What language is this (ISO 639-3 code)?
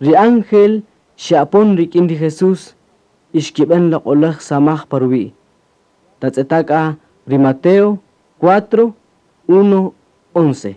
cak